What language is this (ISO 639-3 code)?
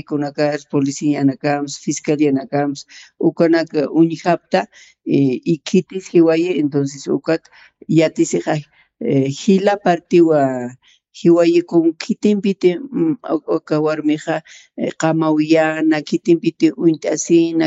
aym